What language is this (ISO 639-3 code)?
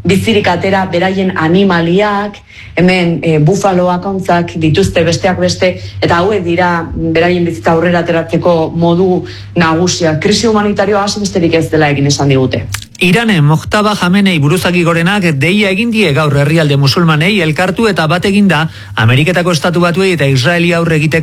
eus